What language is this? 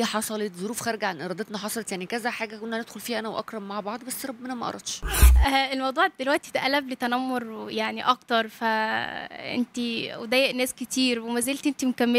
Egyptian Arabic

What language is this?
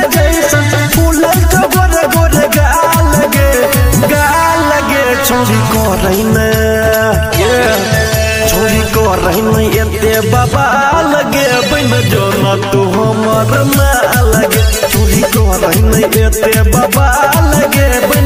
Bhojpuri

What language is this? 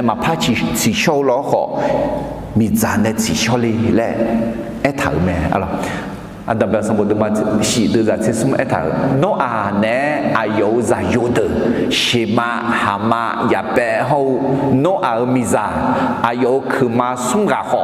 Akha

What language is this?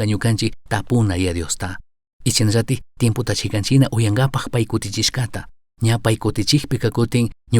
Chimborazo Highland Quichua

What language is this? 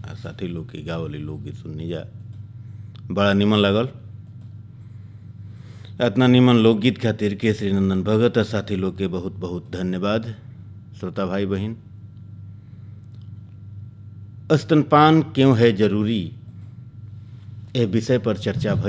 Bhojpuri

